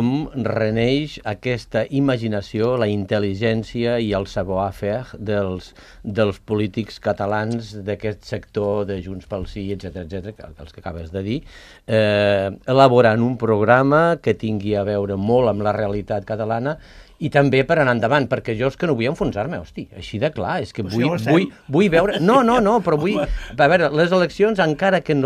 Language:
Catalan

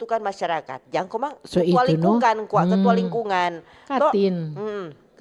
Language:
Manado Malay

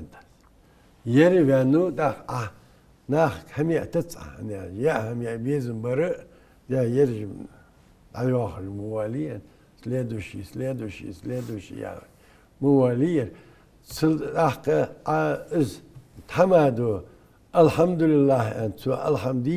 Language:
Ingush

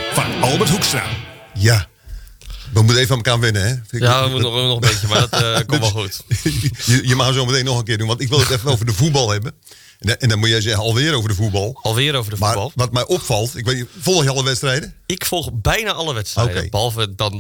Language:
Dutch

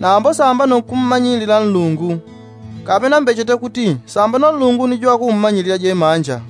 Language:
Yao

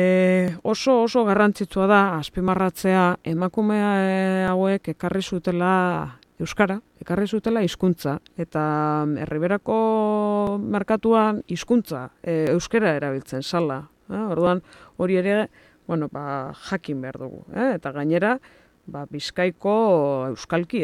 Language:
Basque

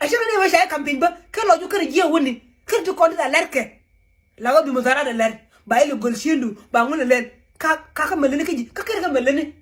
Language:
Nuer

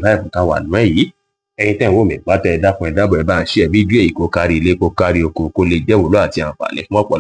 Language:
Yoruba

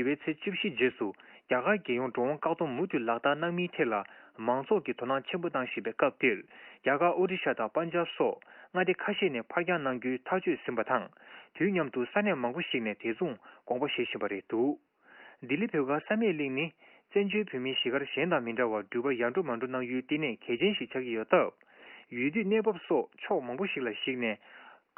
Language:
Tibetan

